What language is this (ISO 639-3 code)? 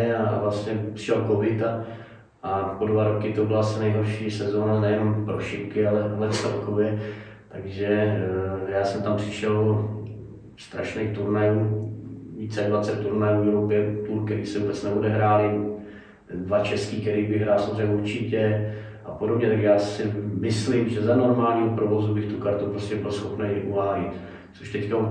ces